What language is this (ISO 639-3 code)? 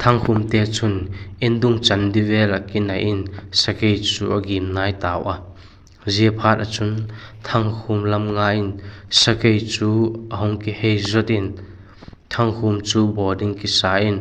vap